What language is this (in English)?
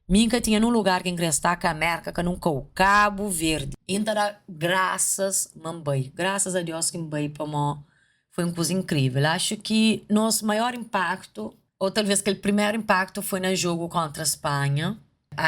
Kabuverdianu